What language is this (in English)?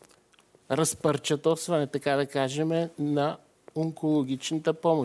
Bulgarian